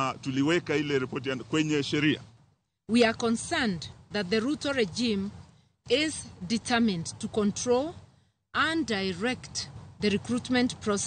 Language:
Luo (Kenya and Tanzania)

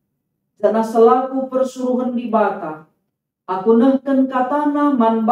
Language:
Batak Karo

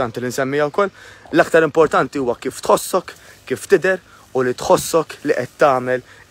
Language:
Maltese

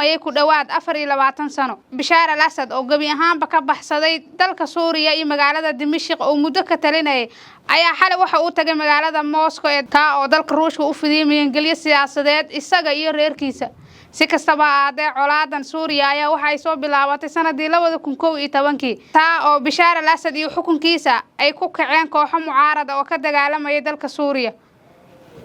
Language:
Somali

